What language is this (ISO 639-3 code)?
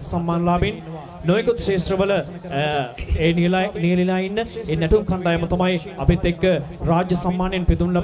sin